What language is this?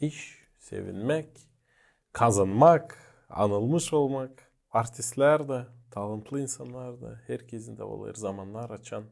Gagauz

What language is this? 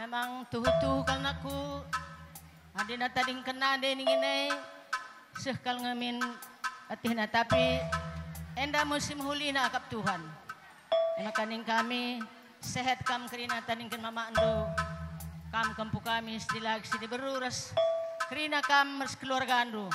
Batak Karo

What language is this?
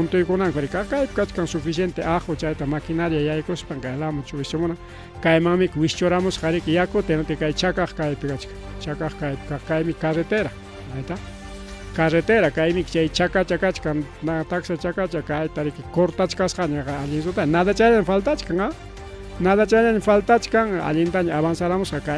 Ayacucho Quechua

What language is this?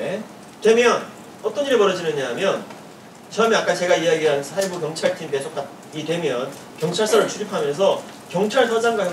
Korean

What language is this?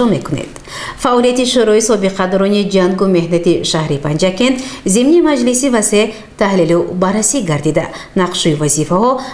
Tajik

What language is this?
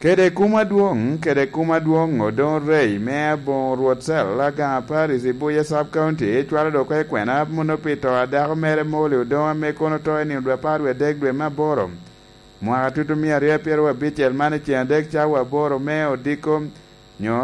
Lango (Uganda)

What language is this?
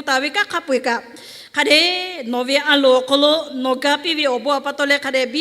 Lahu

